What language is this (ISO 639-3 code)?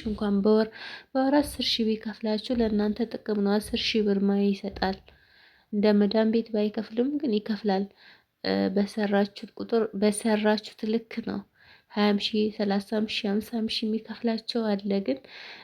amh